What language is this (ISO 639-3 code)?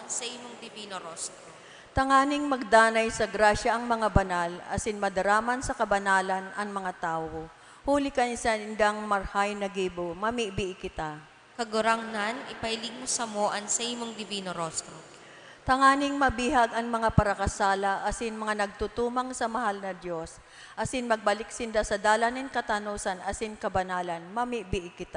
bik